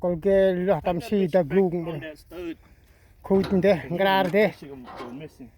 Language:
Central Mnong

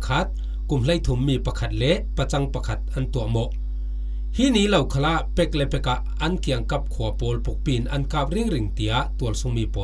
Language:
Falam Chin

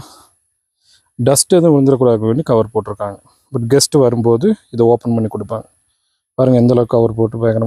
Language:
Tamil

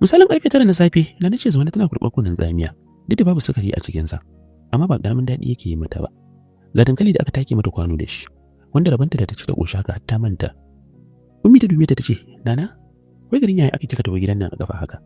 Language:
Hausa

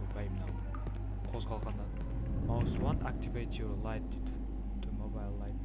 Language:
Kara-Kalpak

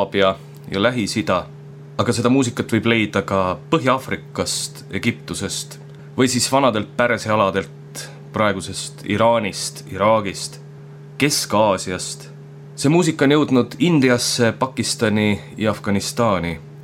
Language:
Estonian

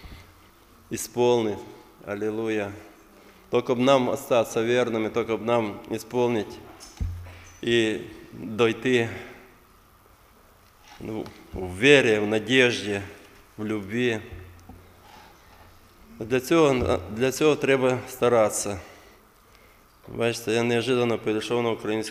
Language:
Ukrainian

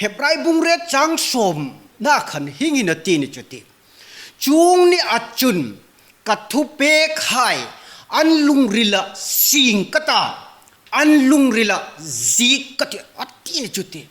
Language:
Hmar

